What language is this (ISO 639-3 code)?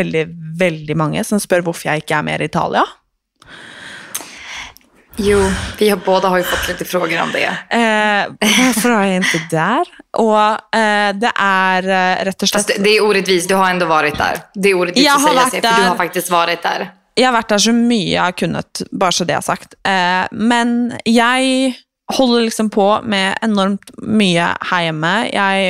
swe